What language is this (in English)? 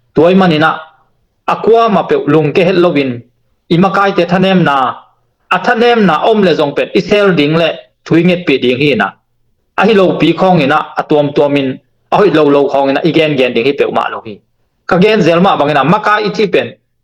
Tedim Chin